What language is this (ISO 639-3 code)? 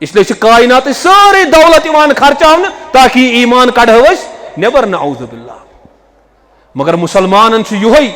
kas